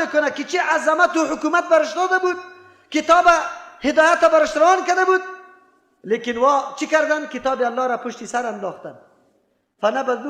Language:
Persian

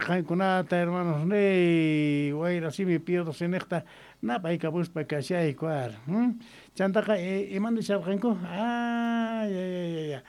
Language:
Ayacucho Quechua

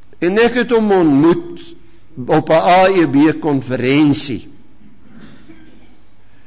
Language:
Afrikaans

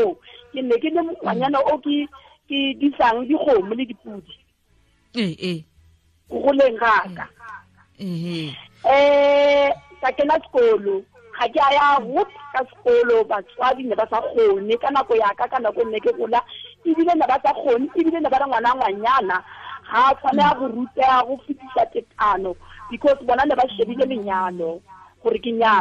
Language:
Tswana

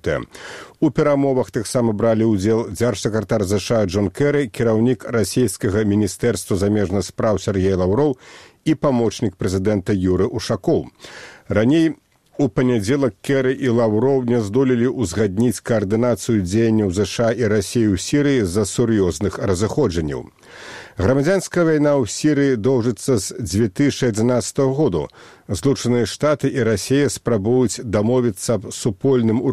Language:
Belarusian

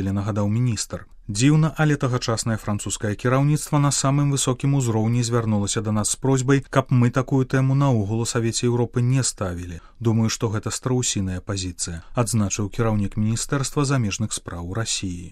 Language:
Belarusian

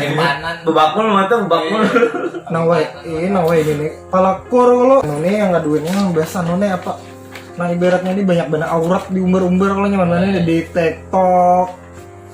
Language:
Banjar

